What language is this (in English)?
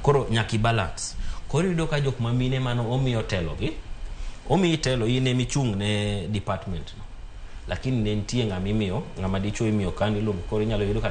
Luo (Kenya and Tanzania)